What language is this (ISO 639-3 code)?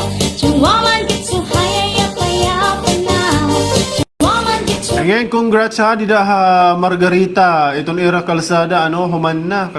war